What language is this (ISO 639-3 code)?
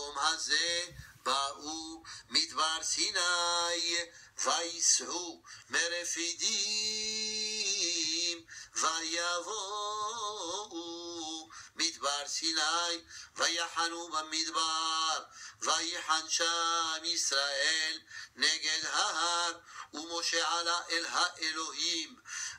heb